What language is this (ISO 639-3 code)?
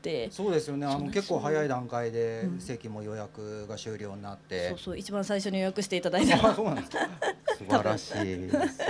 jpn